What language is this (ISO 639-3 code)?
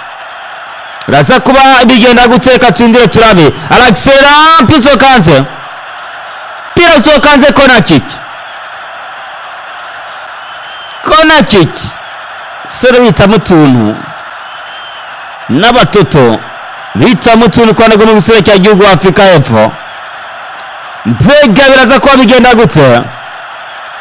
run